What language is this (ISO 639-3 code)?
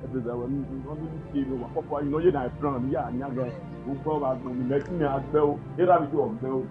bin